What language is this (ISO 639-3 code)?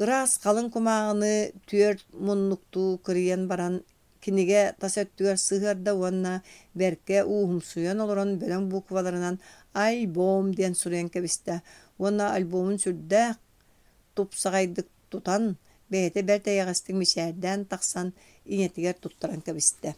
sah